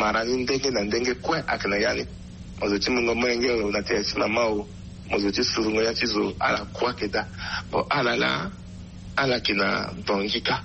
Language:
Sango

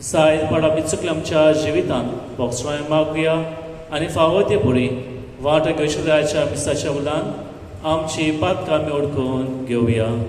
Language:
Konkani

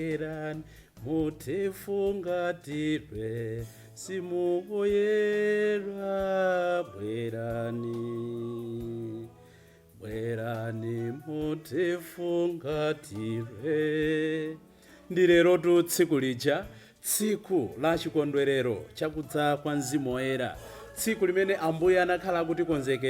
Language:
Nyanja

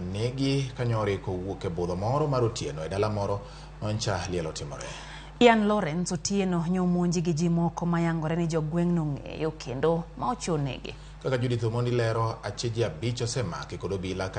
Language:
Luo (Kenya and Tanzania)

